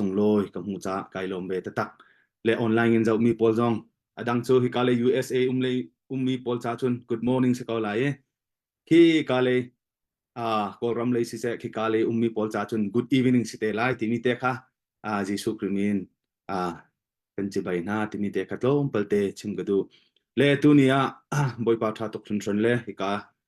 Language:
Hakha Chin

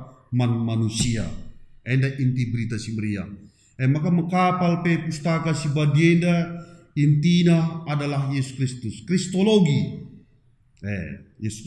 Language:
Batak Karo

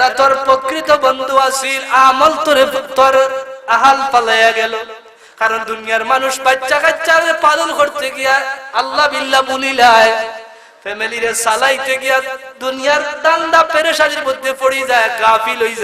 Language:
Sylheti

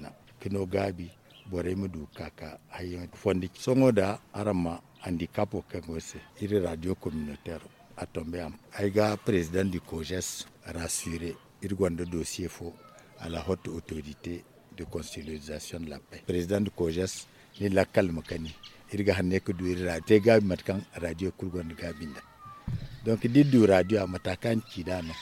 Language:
Zarma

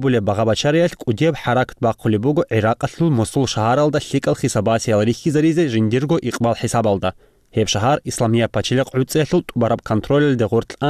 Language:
Avaric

